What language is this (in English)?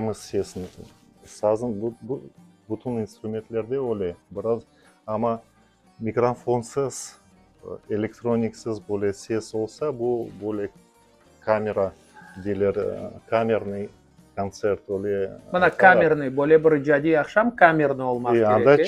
Crimean Tatar